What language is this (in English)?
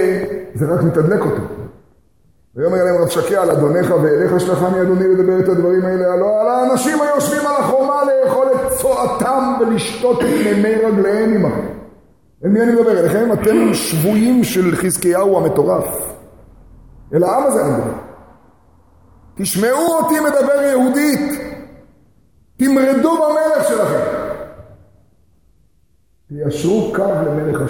Hebrew